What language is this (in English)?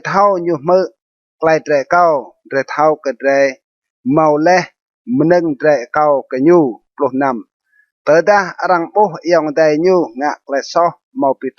Rade